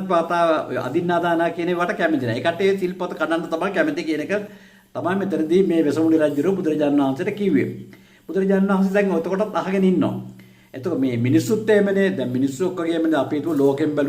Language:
Sinhala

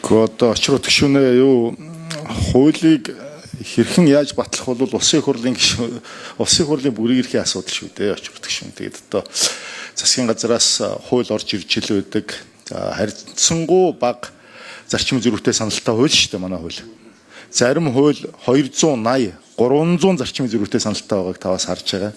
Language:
Mongolian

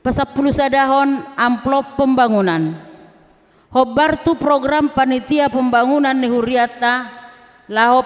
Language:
Batak Toba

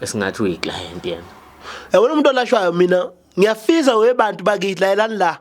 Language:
Zulu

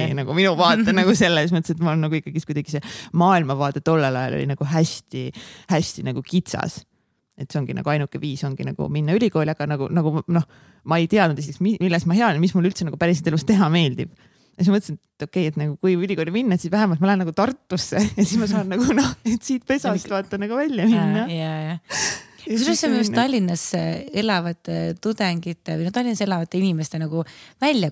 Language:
Estonian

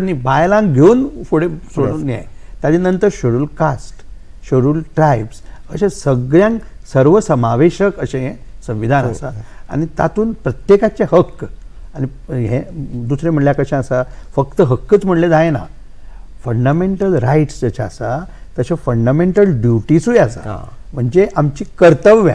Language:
Konkani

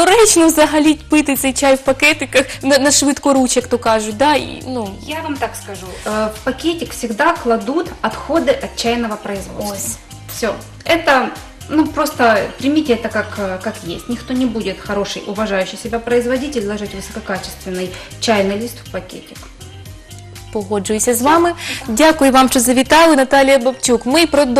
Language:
Ukrainian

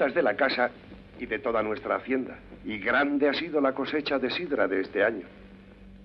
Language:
Spanish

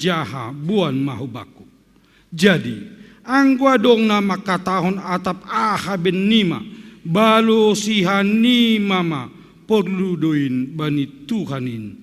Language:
Batak Simalungun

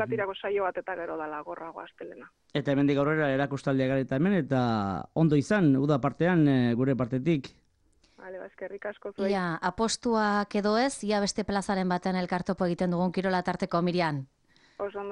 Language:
Basque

